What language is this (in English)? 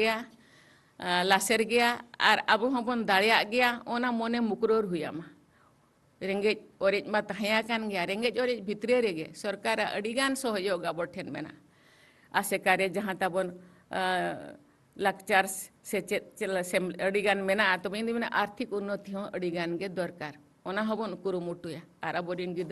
Santali